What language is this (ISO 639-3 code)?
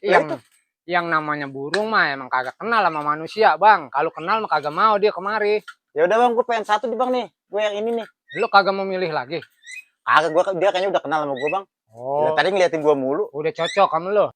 bew